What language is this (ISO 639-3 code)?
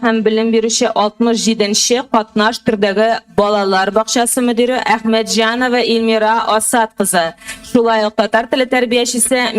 tat